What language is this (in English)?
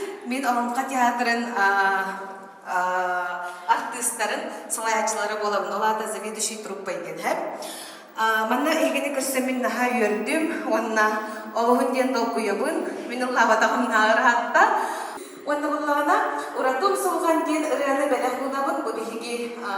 Yakut